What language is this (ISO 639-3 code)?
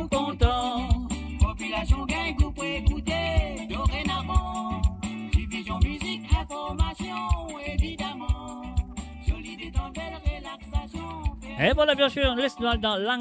mfe